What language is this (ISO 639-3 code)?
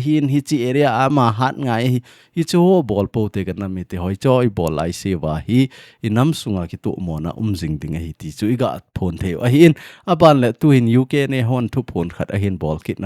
tcz